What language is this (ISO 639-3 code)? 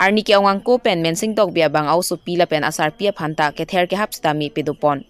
mjw